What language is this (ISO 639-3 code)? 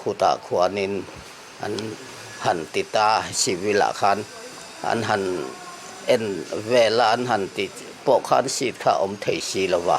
lus